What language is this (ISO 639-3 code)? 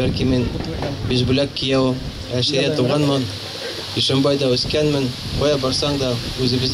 bak